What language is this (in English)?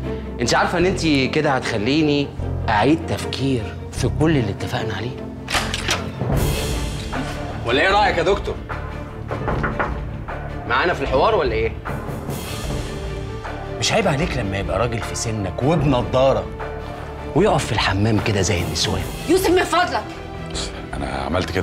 Egyptian Arabic